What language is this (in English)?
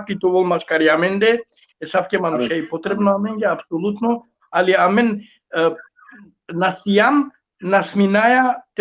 Balkan Romani